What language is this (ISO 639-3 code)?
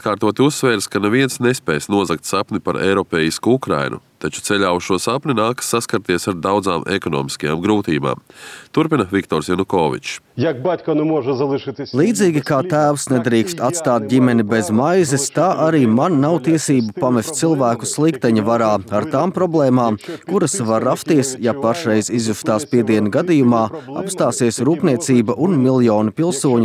lav